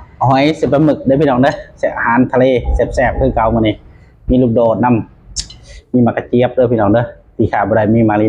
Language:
Northeastern Thai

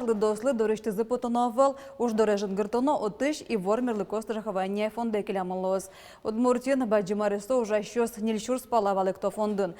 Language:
Udmurt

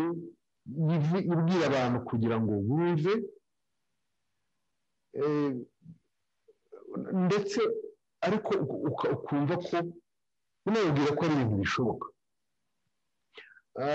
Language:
Kinyarwanda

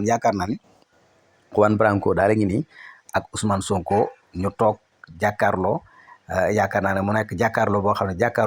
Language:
Wolof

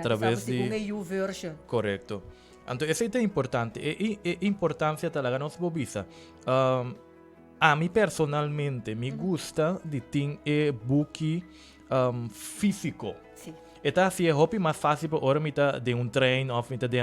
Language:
Papiamento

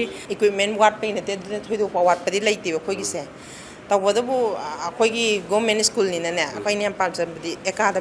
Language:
Manipuri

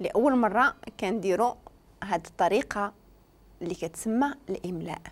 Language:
Moroccan Arabic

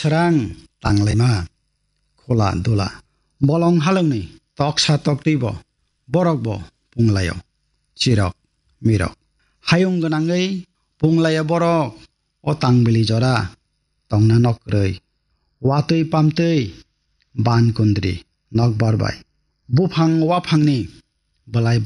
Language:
Kok Borok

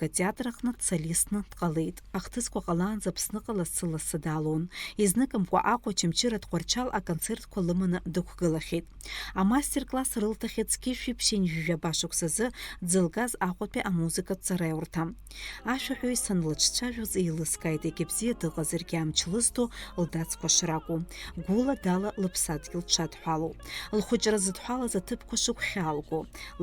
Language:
Abkhazian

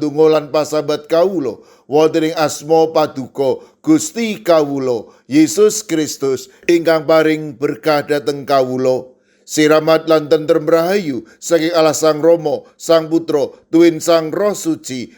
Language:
Javanese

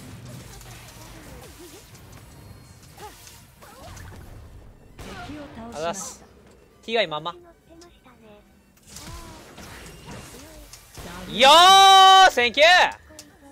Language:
Japanese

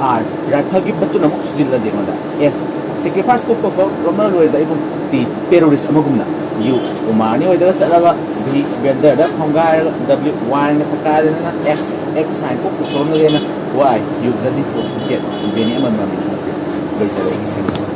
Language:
Manipuri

